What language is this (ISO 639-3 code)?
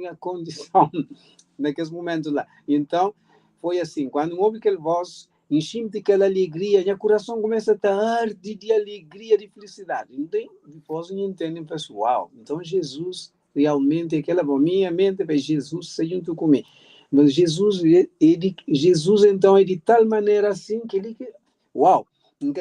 kea